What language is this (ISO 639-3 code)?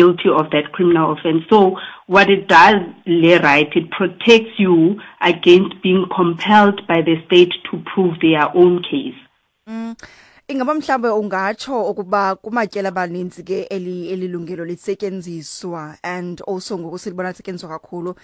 xho